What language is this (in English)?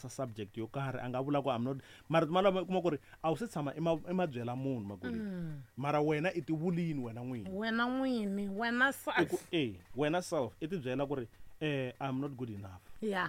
Tsonga